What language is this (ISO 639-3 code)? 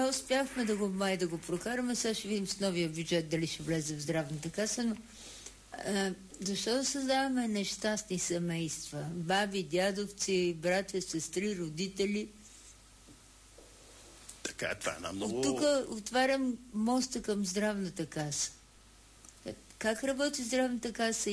bul